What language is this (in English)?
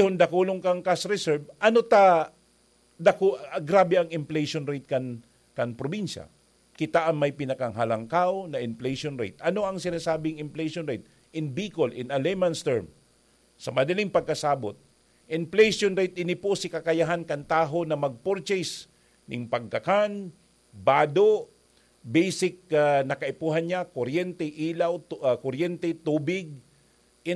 Bikol